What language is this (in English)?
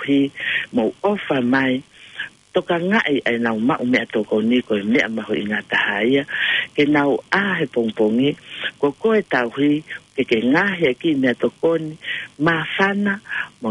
Tongan